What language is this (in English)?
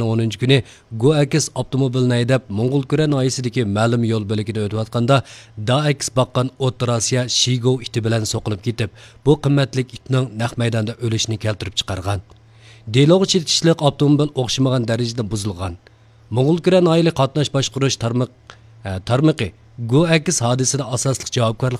Uyghur